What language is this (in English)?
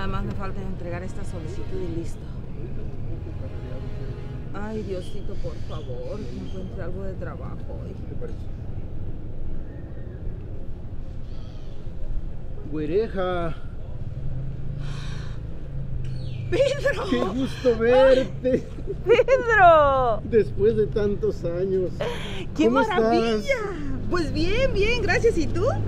Spanish